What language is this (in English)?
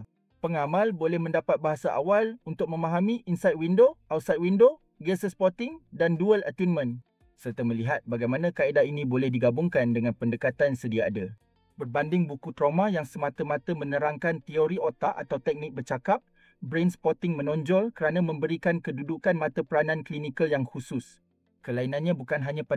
Malay